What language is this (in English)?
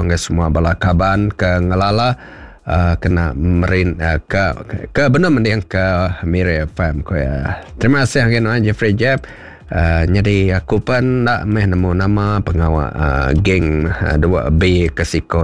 Iban